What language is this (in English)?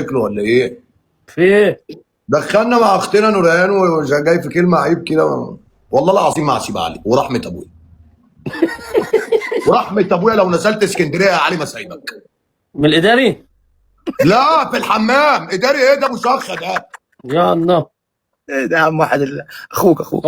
Egyptian Arabic